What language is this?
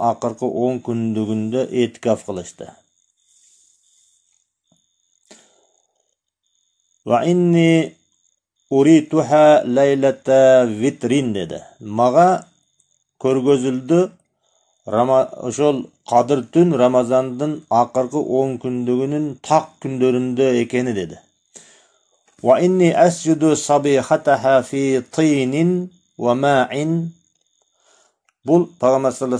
Kyrgyz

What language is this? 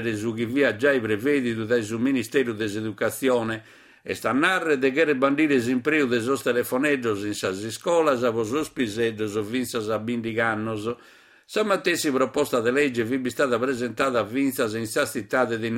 Sardinian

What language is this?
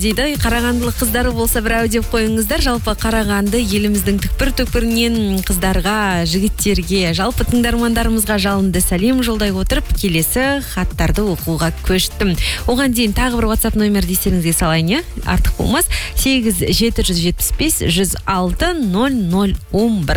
Kazakh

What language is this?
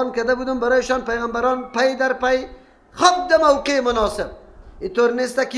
Persian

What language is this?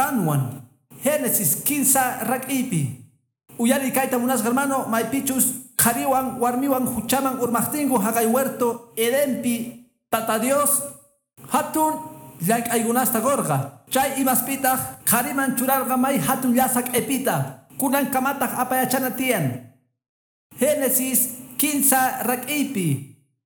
Quechua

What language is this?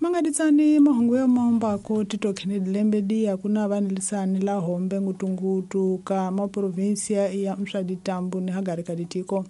Tsonga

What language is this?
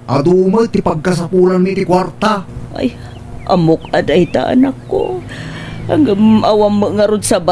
Iloko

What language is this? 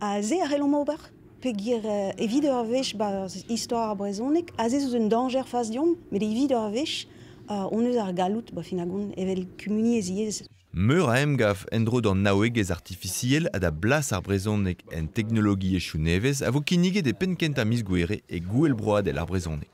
Breton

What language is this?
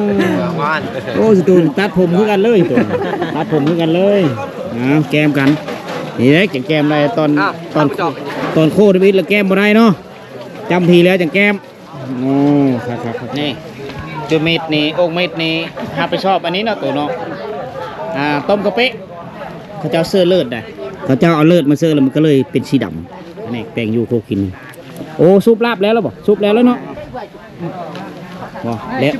Lao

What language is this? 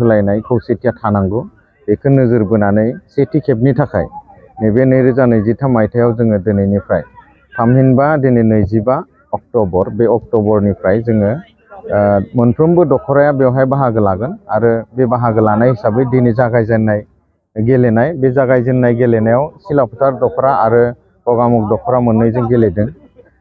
Bodo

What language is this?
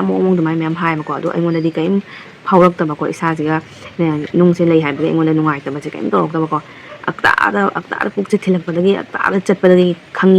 Manipuri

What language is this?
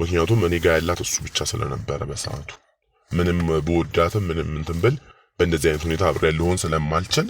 Amharic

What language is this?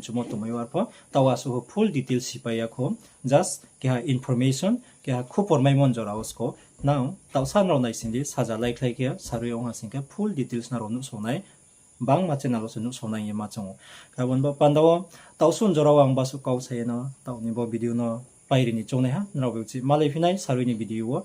Riang (India)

